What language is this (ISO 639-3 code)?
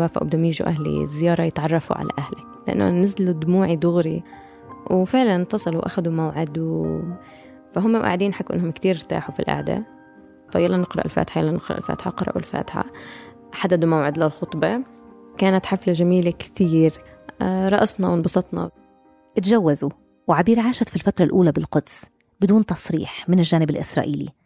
apc